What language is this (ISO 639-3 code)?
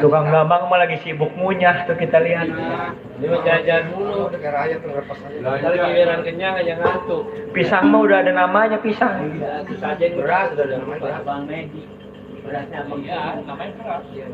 bew